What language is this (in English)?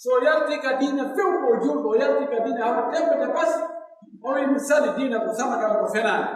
Pular